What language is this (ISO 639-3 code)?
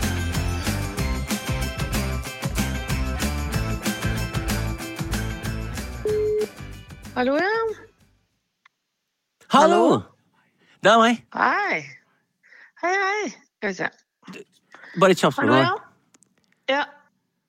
nor